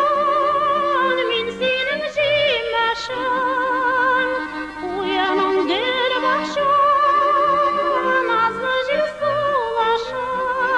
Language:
Bashkir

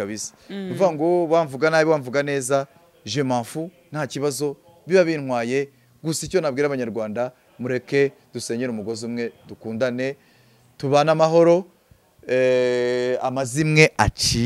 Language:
Kinyarwanda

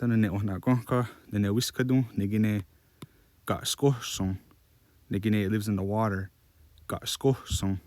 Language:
Mohawk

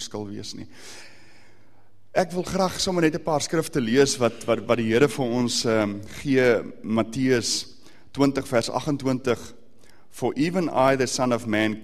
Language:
Afrikaans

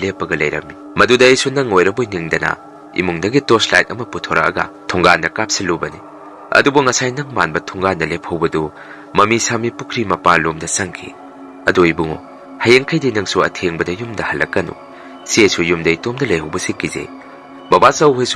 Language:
Manipuri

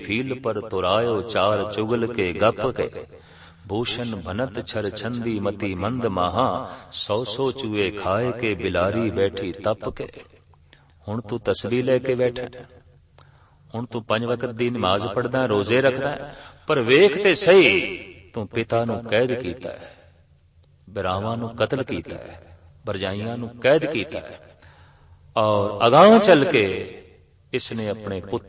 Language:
Punjabi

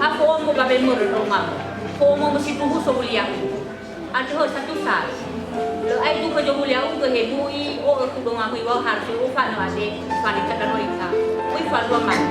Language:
Nias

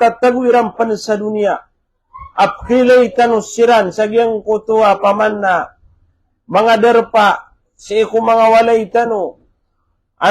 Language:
Maranao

